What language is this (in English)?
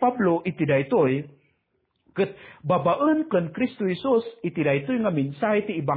Iloko